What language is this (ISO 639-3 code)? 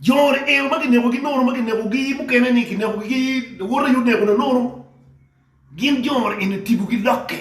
ach